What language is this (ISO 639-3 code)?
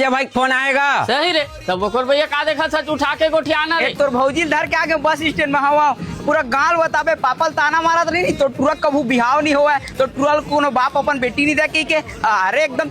hne